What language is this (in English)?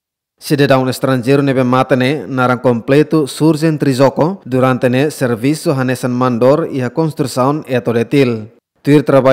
Tetum